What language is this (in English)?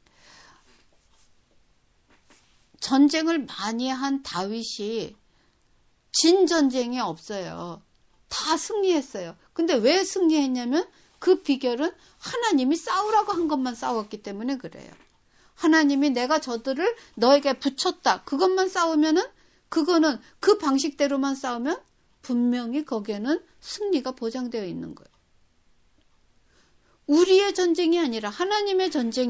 Korean